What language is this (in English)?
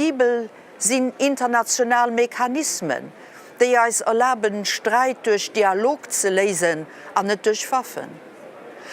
Luxembourgish